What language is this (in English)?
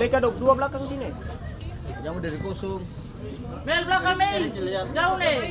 Ambonese Malay